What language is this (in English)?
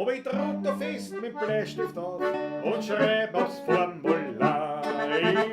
Bavarian